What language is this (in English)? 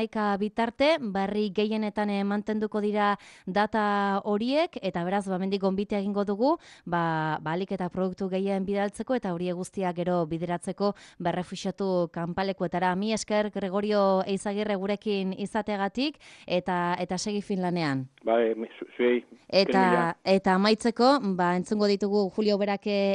Basque